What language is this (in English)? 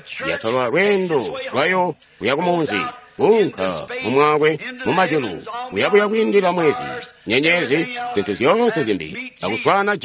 Tonga (Zambia)